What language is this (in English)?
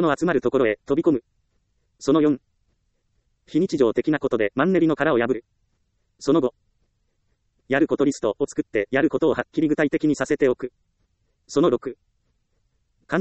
Japanese